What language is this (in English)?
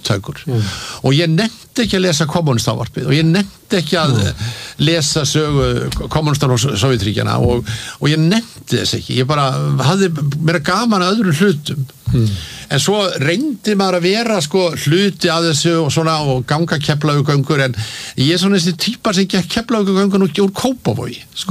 Icelandic